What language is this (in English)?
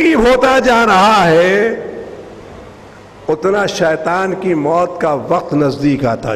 Urdu